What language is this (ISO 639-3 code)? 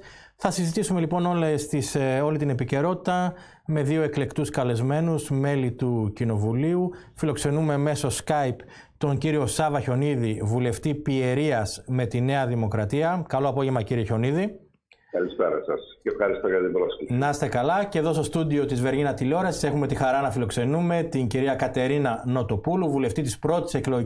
ell